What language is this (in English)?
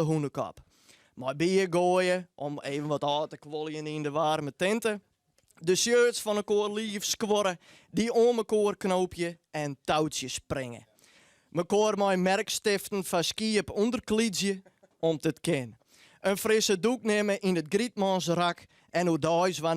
Western Frisian